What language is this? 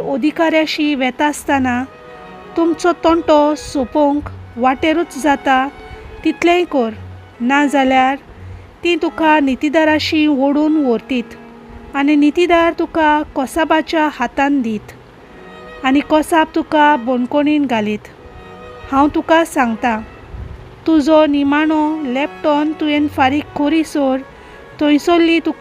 Konkani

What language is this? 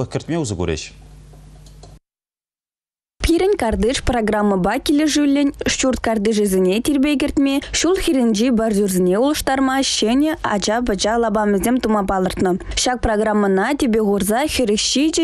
Chuvash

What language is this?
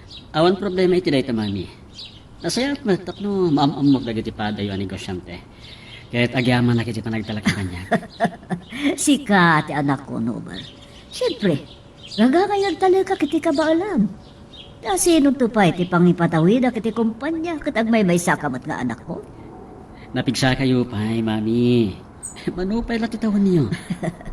Iloko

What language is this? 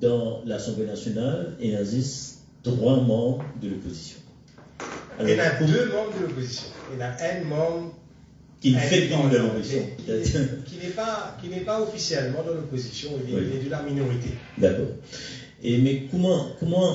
Morisyen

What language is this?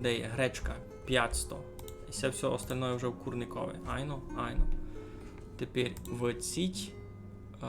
Rusyn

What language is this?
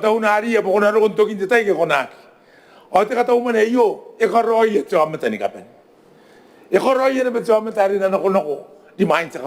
Gilbertese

